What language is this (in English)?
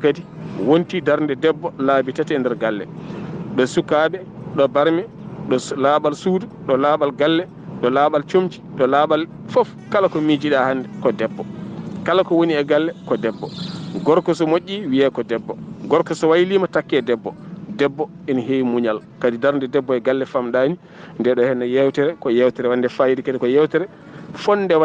Fula